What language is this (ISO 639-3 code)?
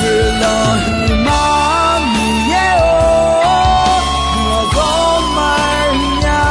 ahk